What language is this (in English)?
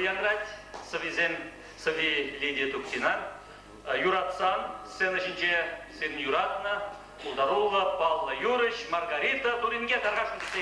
Chuvash